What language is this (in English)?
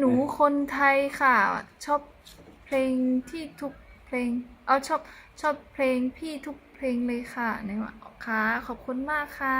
Shan